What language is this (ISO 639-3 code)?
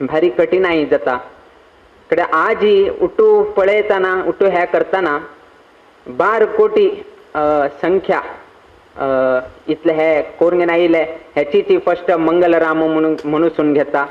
kok